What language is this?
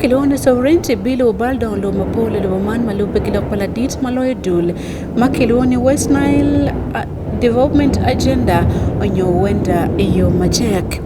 Acoli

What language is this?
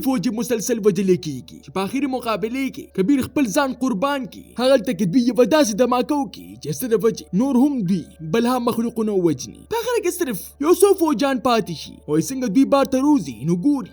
Pashto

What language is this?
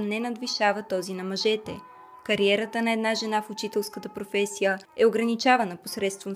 Bulgarian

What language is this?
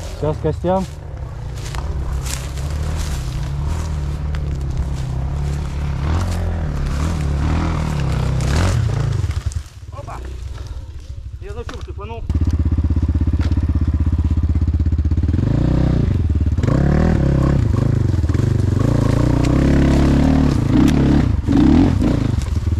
Russian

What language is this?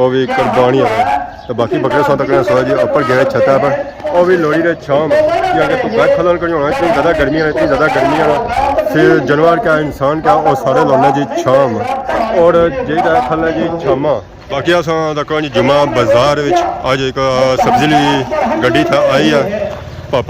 Pahari-Potwari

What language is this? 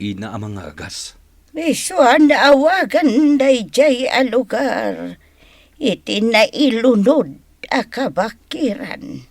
Iloko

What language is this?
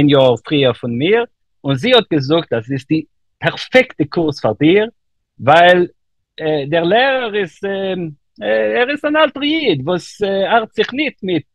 Yiddish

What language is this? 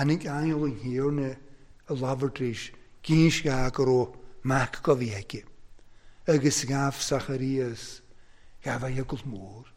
Welsh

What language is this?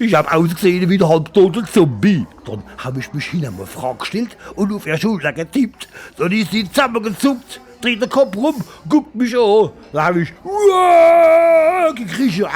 Palatine German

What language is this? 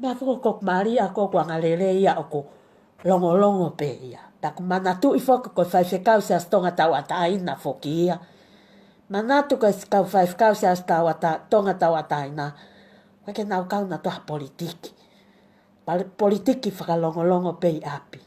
Tongan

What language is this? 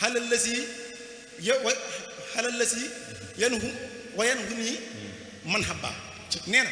Wolof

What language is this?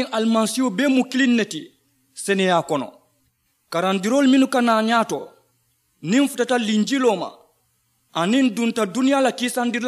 Mandingo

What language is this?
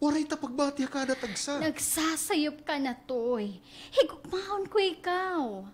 Waray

